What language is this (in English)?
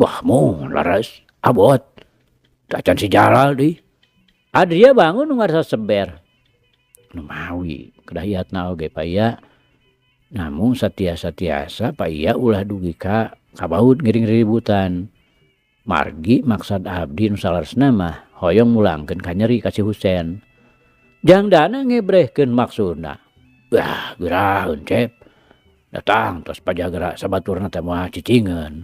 Sundanese